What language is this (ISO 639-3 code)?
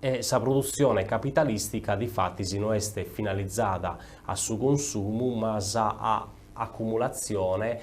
srd